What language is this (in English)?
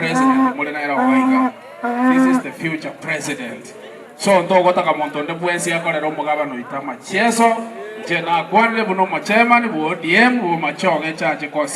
Gusii